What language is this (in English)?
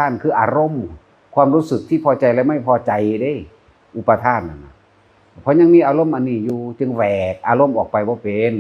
Northeastern Thai